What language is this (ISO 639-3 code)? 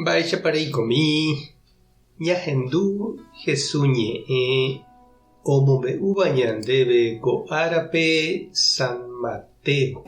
grn